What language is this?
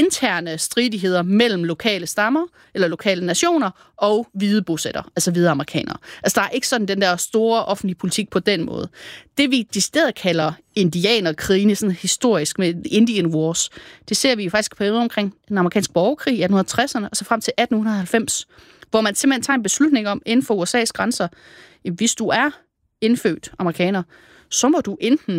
Danish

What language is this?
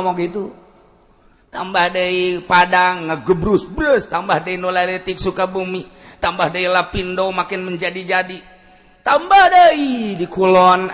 Sundanese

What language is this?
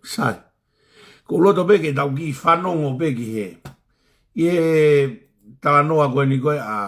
Tongan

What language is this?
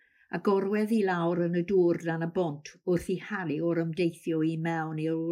Welsh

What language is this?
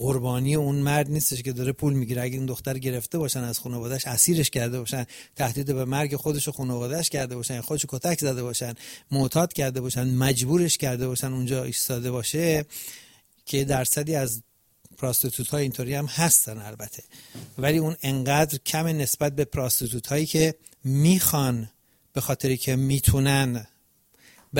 Persian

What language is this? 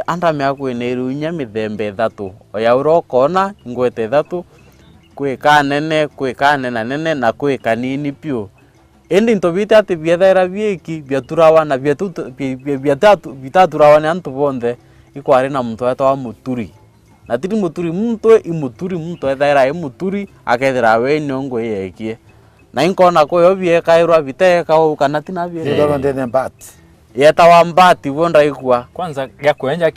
Meru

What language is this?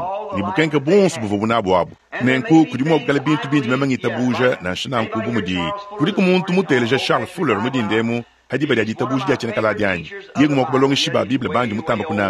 Luba-Lulua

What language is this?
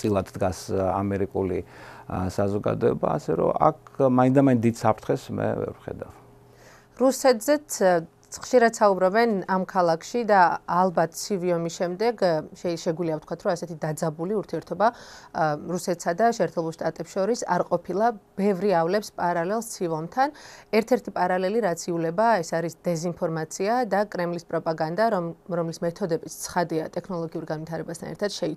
Georgian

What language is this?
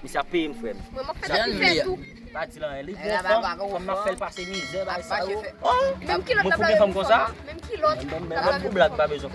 Haitian Creole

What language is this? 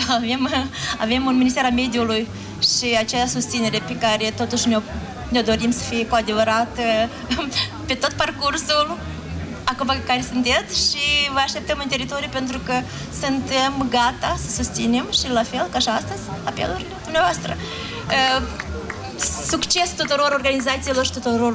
Romanian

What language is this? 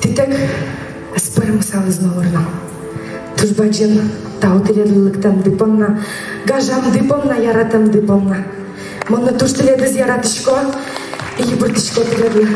Udmurt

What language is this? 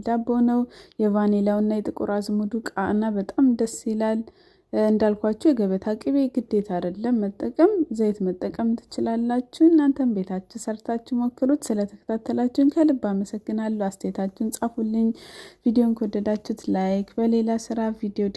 Amharic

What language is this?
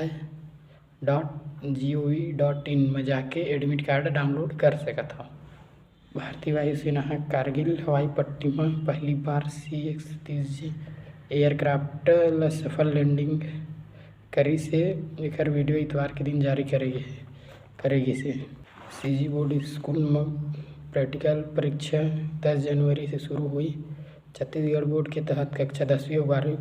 Chhattisgarhi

